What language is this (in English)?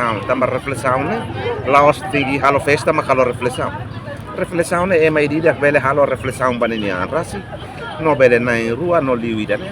Tetum